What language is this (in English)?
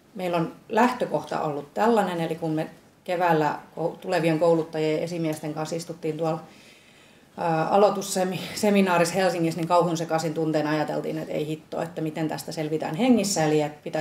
Finnish